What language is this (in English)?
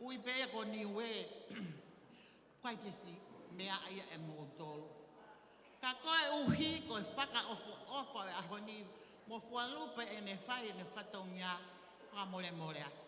Tongan